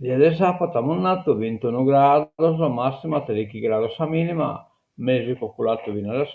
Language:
Sardinian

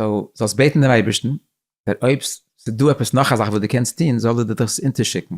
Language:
Yiddish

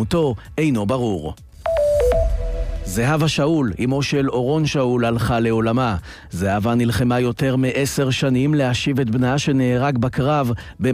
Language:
Hebrew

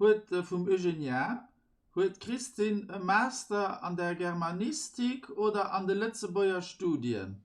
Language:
Luxembourgish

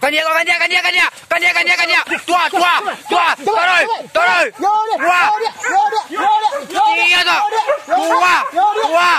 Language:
Minangkabau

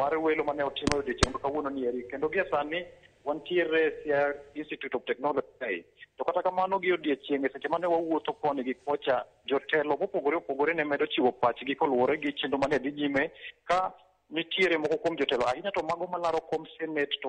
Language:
Luo (Kenya and Tanzania)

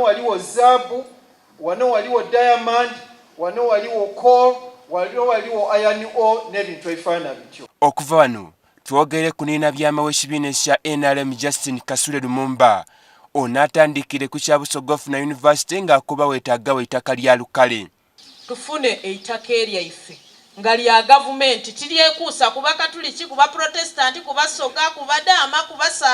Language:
Soga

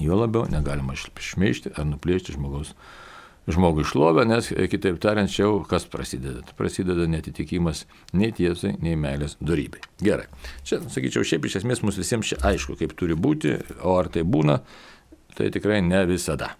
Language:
Lithuanian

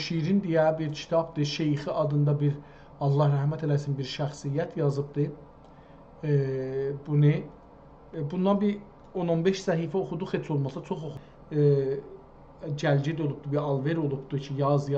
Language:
South Azerbaijani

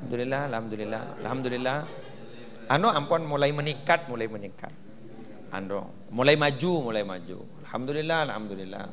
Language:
Madurese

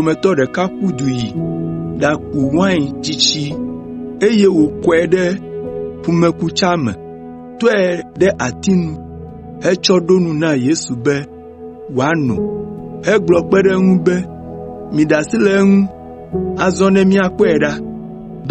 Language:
Ewe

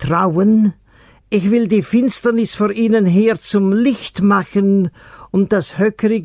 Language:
German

